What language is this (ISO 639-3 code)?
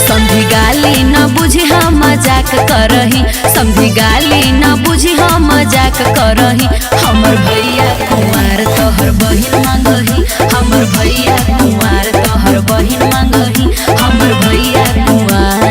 mag